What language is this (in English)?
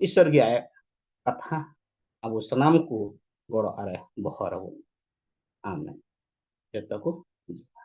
Santali